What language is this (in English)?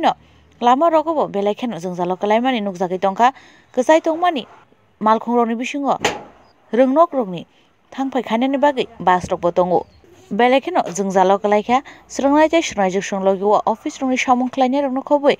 Kok Borok